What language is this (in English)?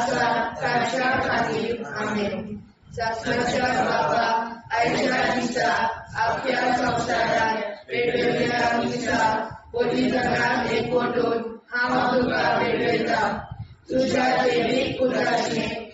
Konkani